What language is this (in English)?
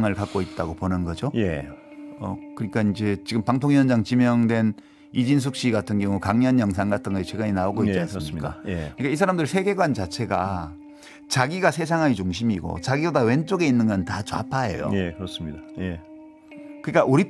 Korean